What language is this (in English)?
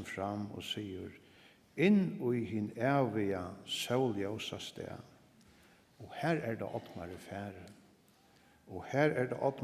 Faroese